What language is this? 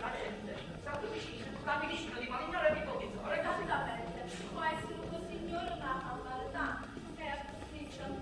Neapolitan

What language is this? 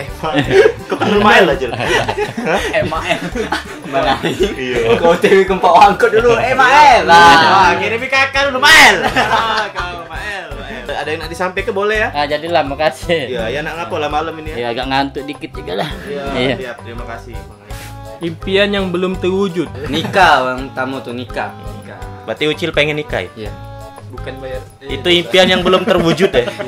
Musi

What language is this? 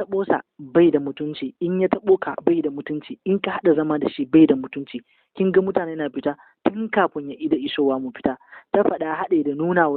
Hausa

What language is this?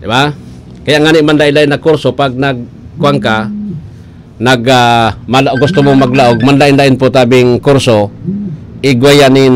Bikol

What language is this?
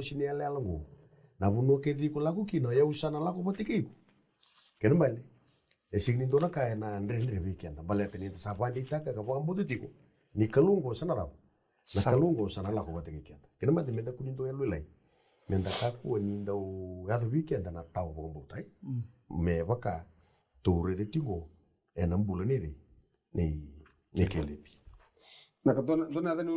Fijian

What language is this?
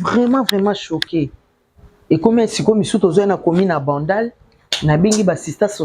Lingala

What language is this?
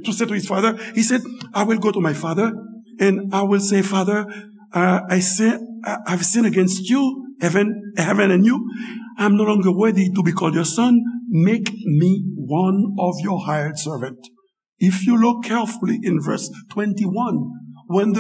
Haitian Creole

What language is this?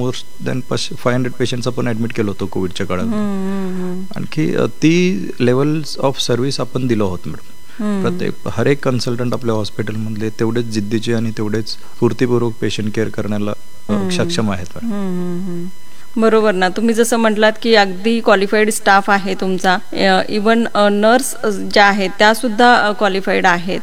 Marathi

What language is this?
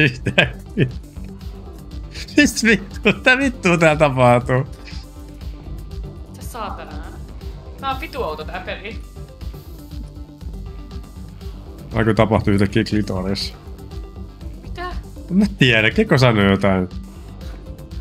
Finnish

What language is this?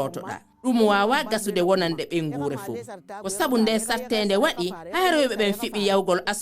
Fula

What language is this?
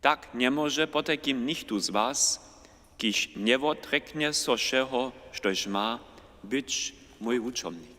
Upper Sorbian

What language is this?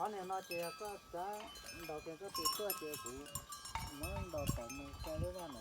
Hmong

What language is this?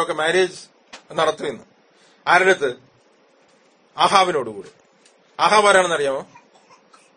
Malayalam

